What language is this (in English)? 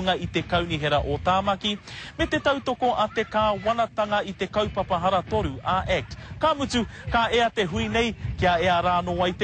Māori